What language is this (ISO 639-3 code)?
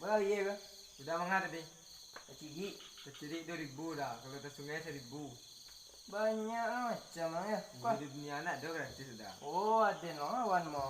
min